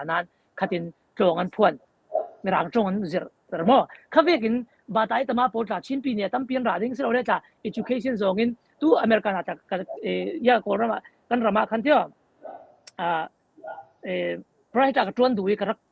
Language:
Falam Chin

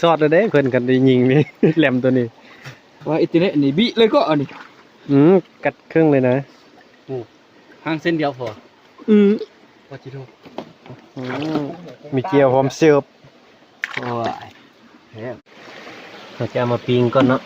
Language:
Northeastern Thai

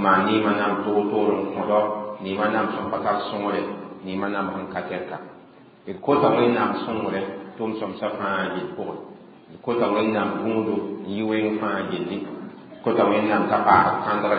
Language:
Mossi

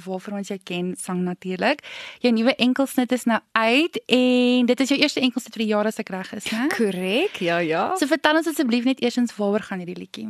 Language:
Afrikaans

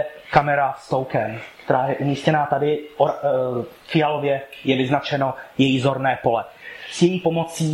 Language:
Czech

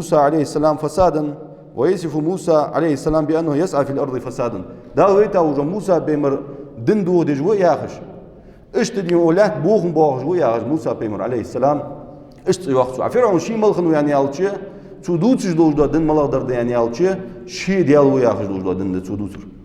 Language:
Ingush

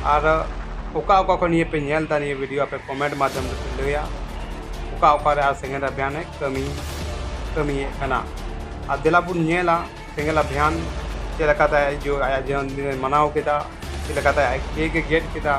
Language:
Santali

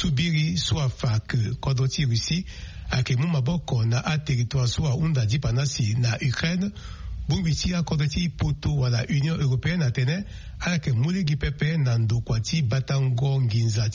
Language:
Sango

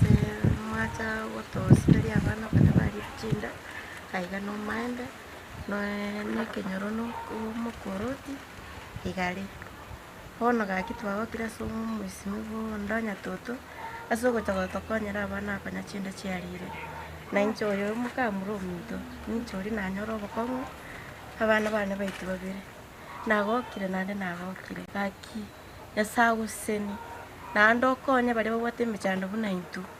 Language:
Gusii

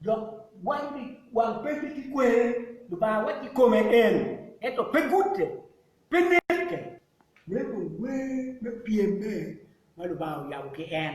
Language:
Acoli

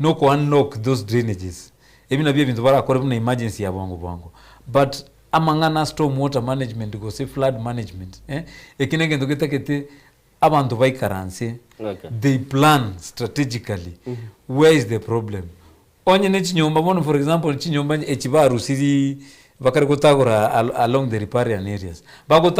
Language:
Gusii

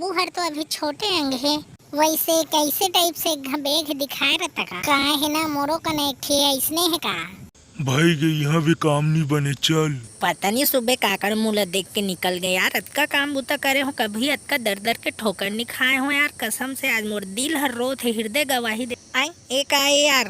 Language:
Chhattisgarhi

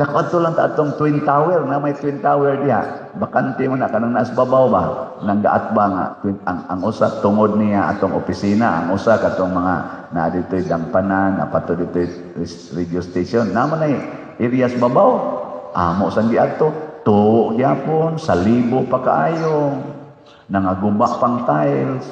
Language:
Cebuano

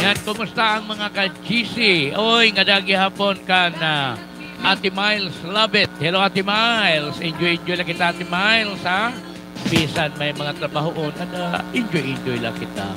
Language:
Waray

